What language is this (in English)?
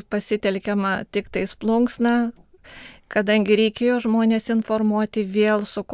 Lithuanian